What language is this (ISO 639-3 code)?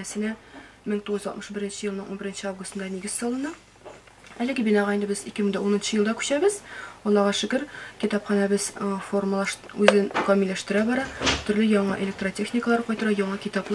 tat